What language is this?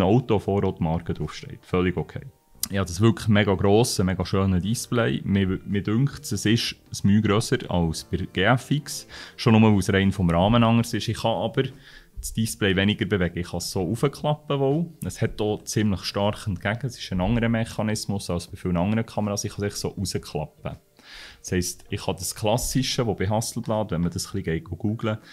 Swiss German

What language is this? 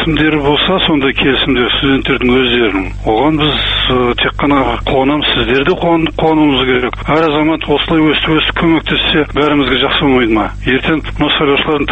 Kazakh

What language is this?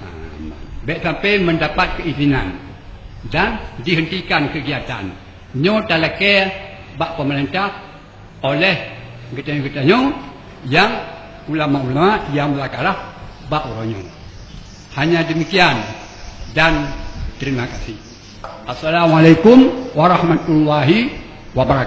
Achinese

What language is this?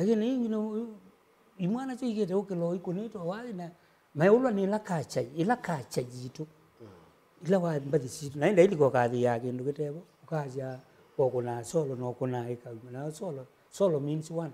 Kamba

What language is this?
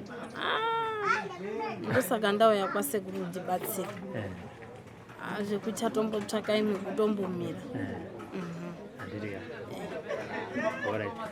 Shona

